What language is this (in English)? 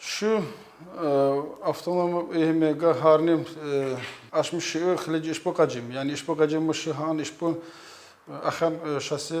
Tsakhur